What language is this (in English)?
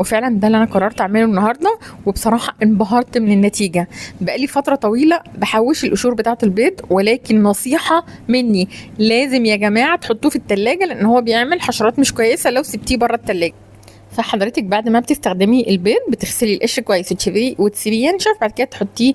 Egyptian Arabic